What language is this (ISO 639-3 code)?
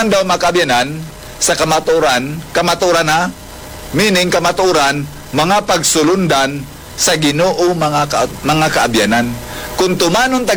hil